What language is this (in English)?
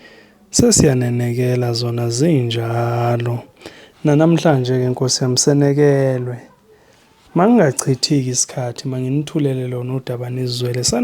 Zulu